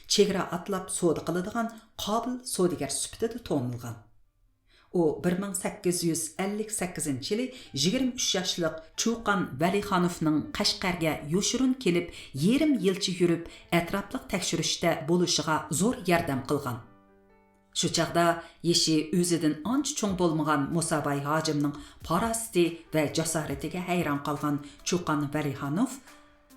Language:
Uyghur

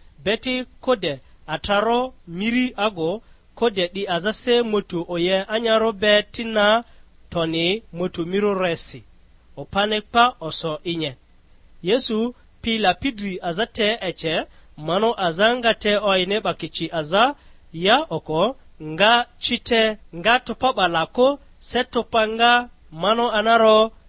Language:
Lugbara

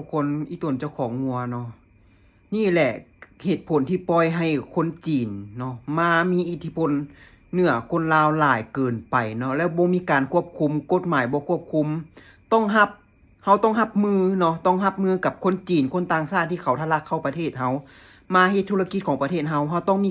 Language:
Lao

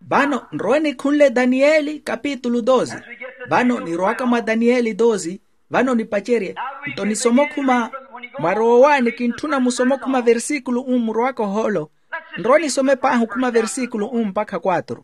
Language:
Makhuwa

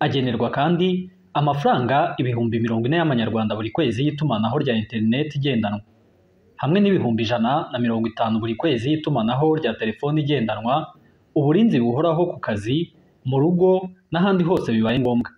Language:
Kinyarwanda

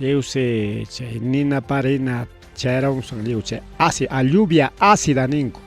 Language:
Ayacucho Quechua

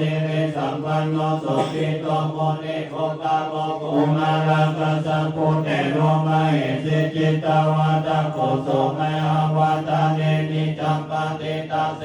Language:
Pali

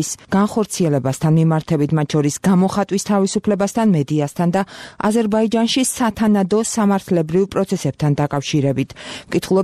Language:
Georgian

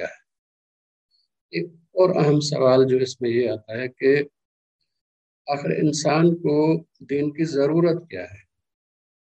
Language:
Urdu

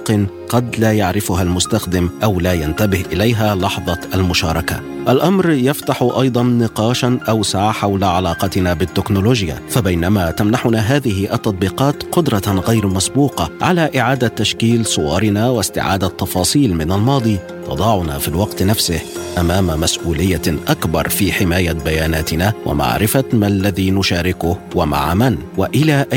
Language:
Arabic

